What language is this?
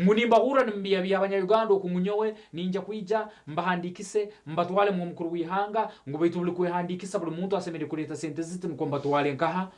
Nyankole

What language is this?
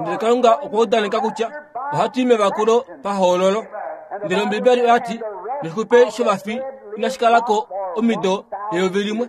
Kuanyama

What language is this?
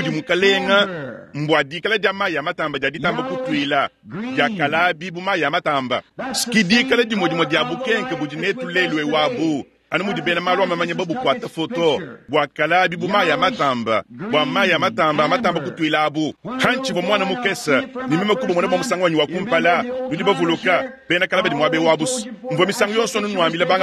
Luba-Lulua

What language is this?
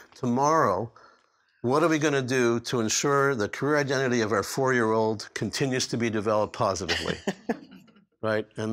English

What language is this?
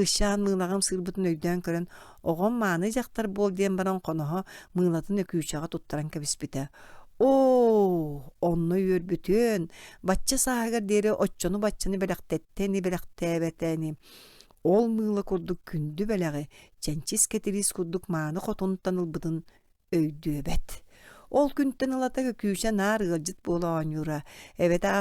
Yakut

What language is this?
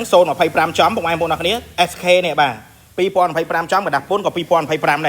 Khmer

